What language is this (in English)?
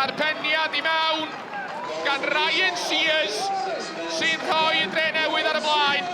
Welsh